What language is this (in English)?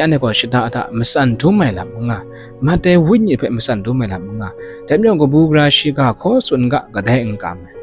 Kachin